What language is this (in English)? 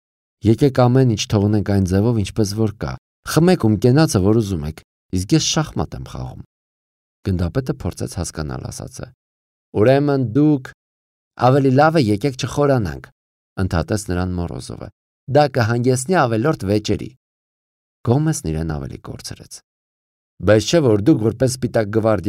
Armenian